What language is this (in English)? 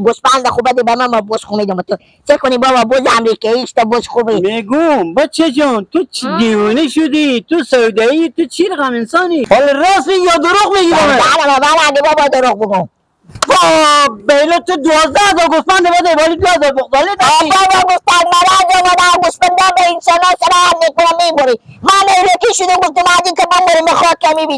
Persian